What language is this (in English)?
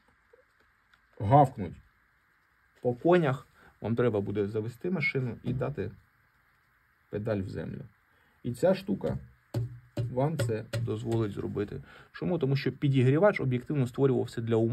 Ukrainian